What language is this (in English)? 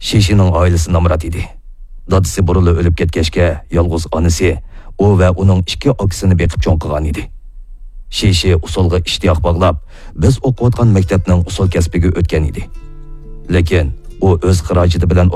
Uyghur